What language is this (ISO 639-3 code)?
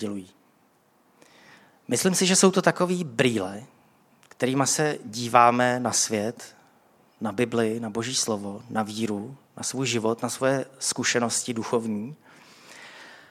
ces